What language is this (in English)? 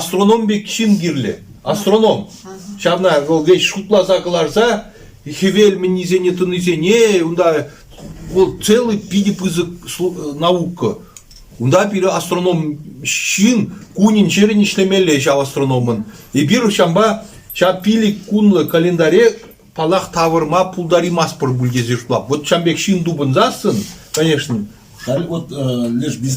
Chuvash